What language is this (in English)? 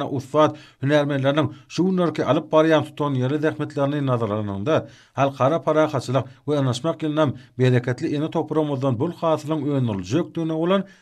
Turkmen